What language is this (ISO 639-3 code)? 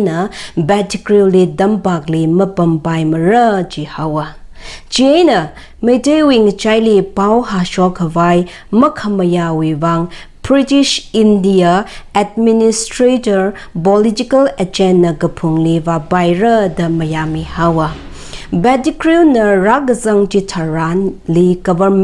nmf